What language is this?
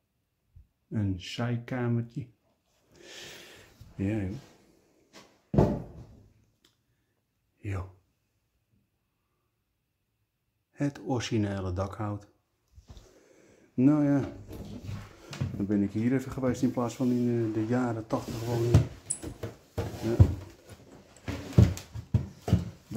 Dutch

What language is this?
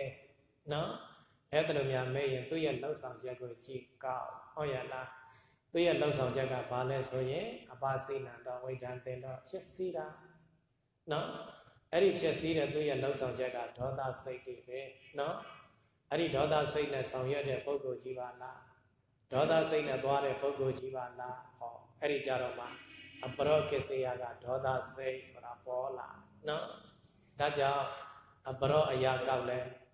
Burmese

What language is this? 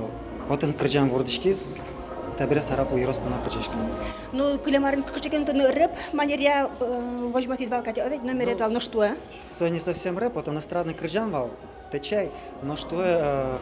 Udmurt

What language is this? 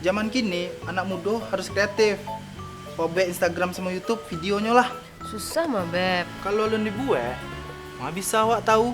Minangkabau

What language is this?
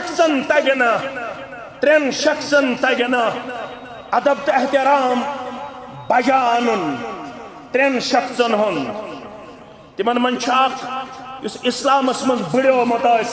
Kashmiri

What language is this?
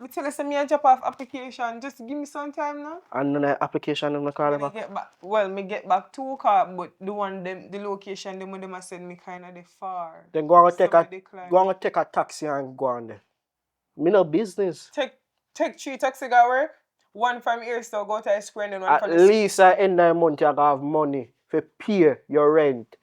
Jamaican Creole English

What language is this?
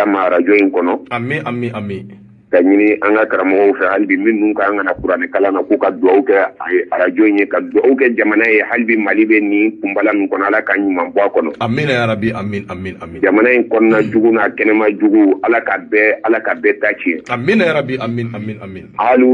Bambara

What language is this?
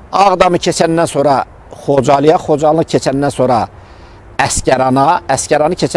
Azerbaijani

